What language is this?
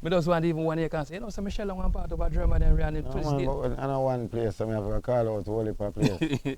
Jamaican Creole English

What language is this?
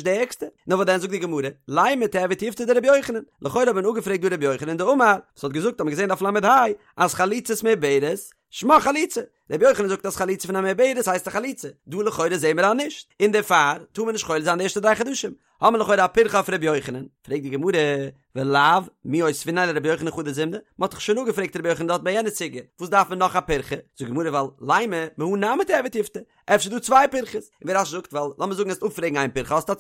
Yiddish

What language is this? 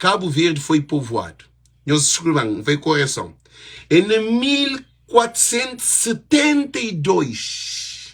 Kabuverdianu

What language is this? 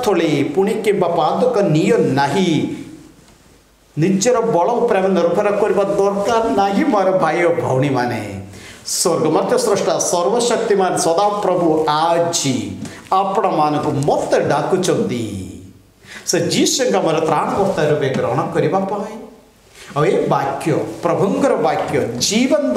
Odia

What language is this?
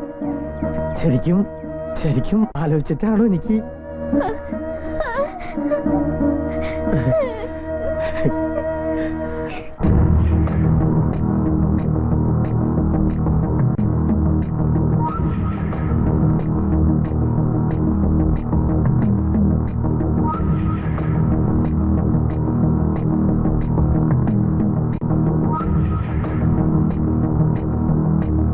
Malayalam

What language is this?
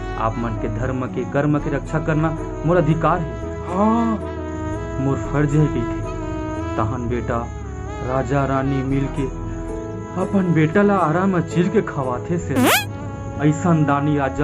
Chhattisgarhi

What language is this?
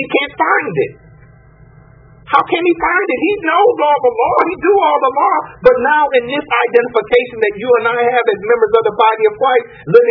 English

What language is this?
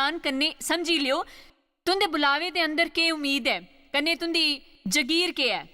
Dogri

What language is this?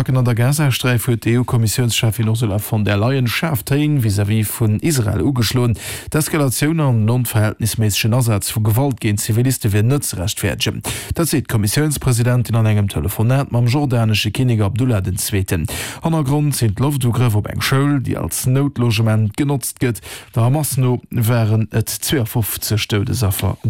Luxembourgish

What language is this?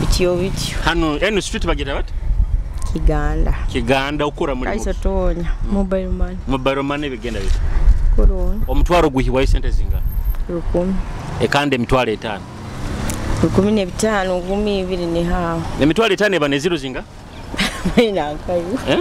Nyoro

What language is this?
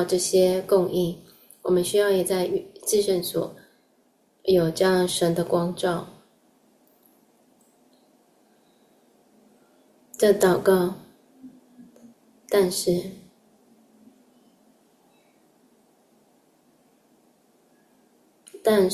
Chinese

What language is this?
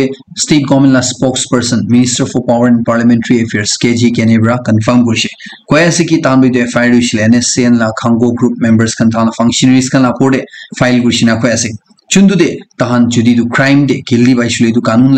Naga Pidgin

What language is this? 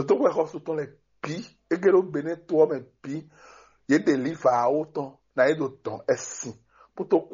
Fon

